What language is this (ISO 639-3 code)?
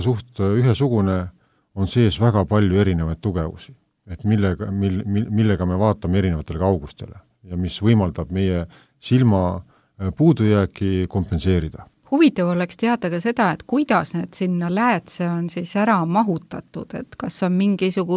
est